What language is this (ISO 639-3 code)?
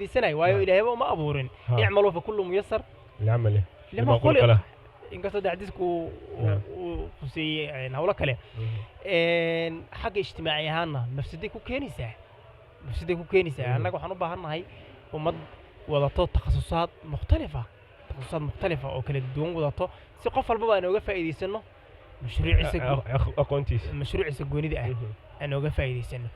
som